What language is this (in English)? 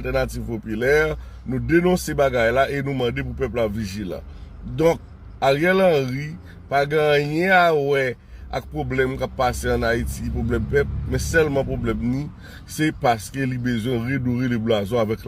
Haitian Creole